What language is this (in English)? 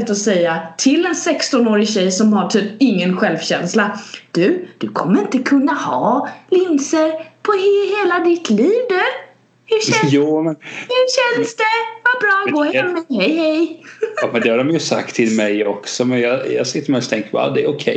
Swedish